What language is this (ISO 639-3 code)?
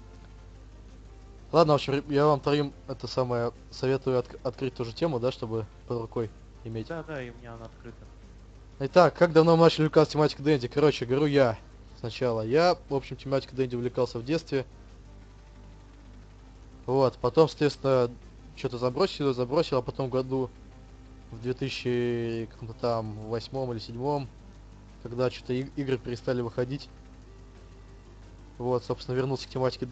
rus